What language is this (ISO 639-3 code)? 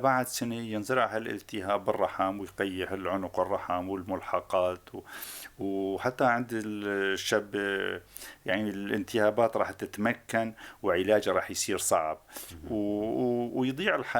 apc